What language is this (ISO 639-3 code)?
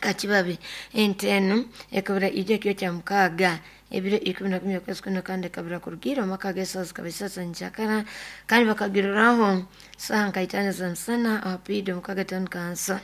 nyo